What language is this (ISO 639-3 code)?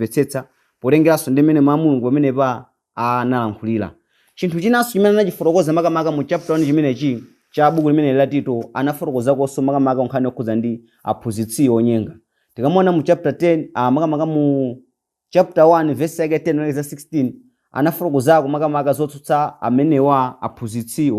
nya